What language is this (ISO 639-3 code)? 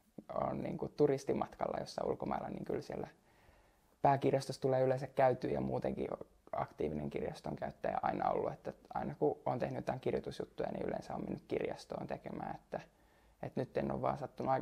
fin